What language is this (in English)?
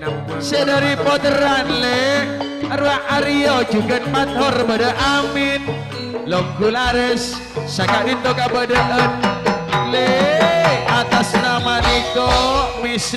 Madurese